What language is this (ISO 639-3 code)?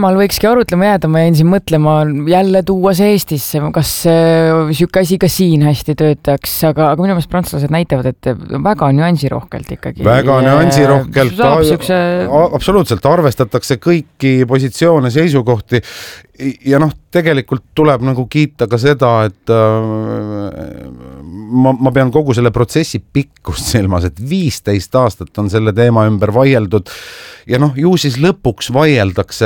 est